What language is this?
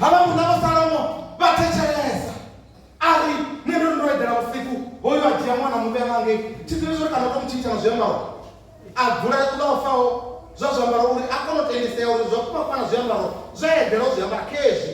Venda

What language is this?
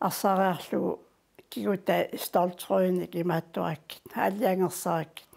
Kalaallisut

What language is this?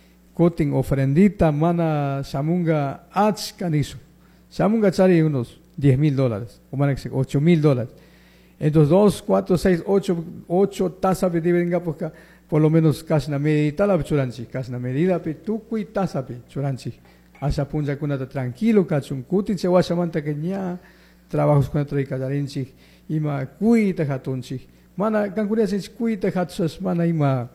Chimborazo Highland Quichua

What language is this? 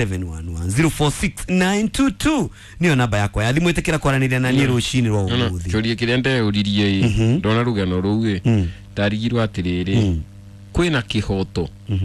Kikuyu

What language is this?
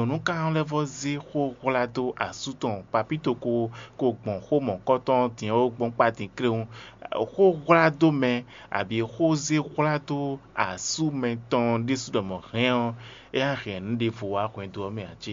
Fon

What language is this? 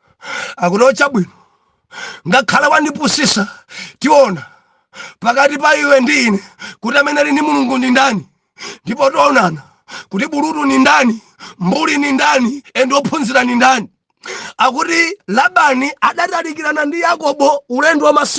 Nyanja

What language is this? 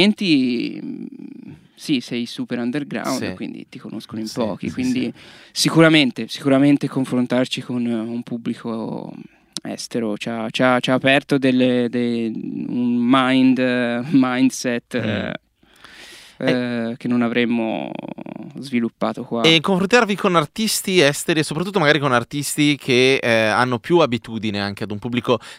Italian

